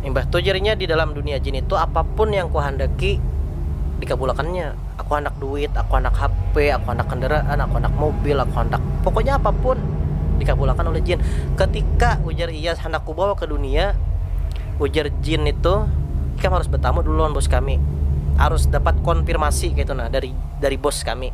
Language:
Banjar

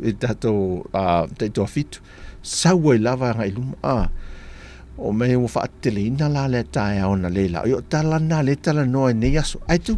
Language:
Samoan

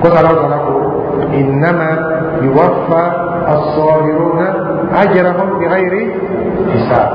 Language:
Dyula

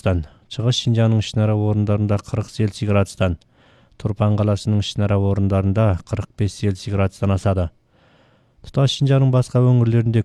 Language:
Kazakh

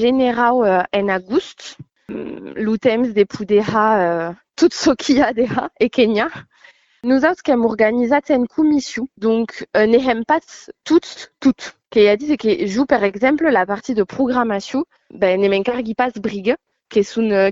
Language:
Occitan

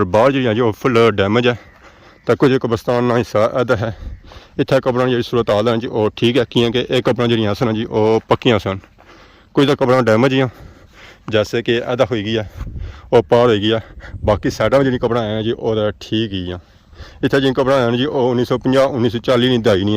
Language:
Pahari-Potwari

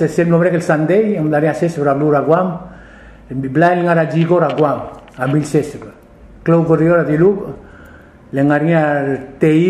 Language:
Palauan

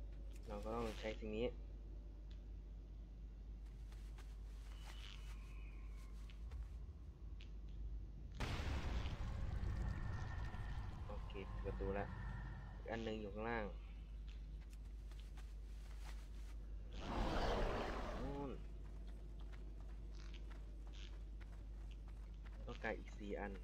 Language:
Thai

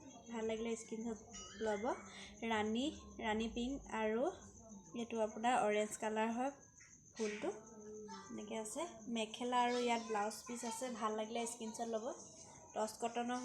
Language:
Assamese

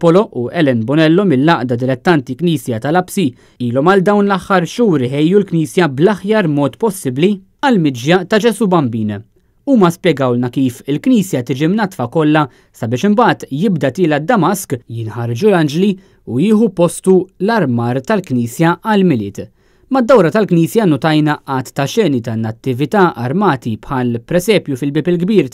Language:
Maltese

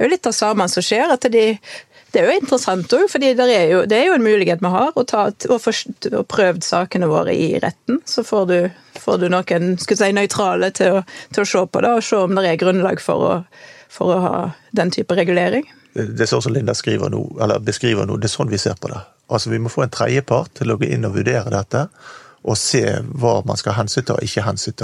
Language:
Norwegian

